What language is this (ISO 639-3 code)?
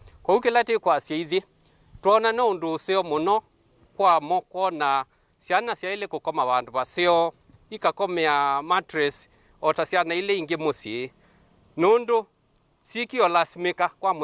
kam